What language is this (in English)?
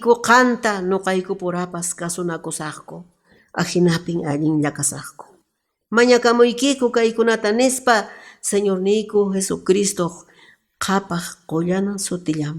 Quechua